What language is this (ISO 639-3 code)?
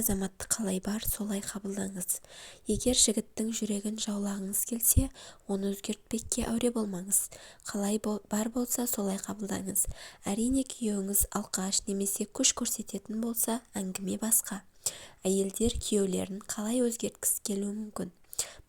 kaz